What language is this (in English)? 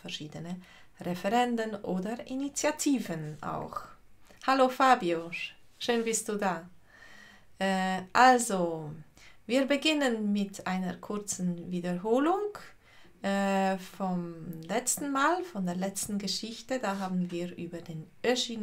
Swiss German